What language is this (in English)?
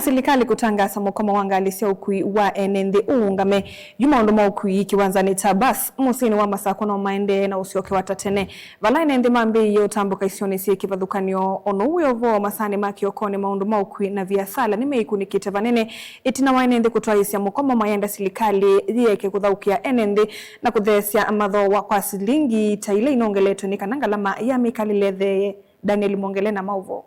Kamba